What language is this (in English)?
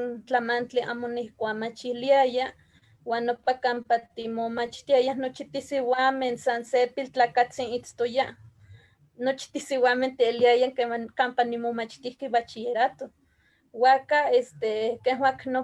Eastern Huasteca Nahuatl